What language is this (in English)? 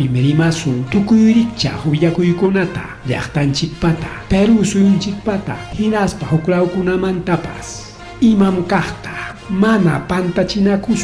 Ayacucho Quechua